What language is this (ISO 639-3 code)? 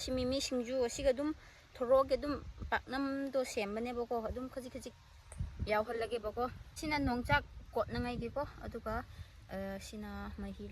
mni